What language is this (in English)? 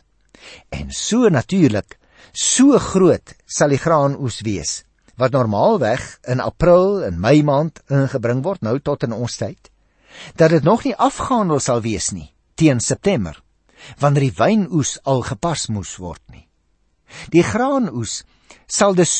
Afrikaans